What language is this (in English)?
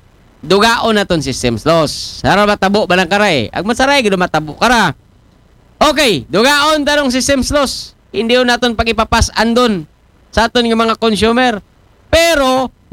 Aklanon